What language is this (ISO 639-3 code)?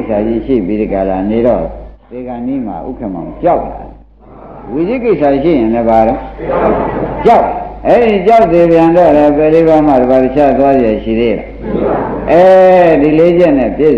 mya